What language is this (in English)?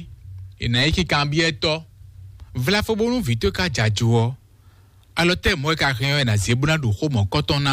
Fon